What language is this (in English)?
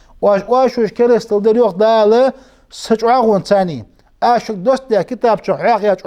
Ingush